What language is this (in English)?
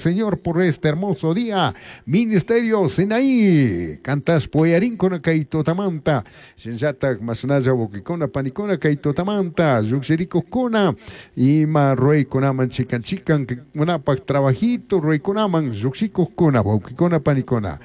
Chimborazo Highland Quichua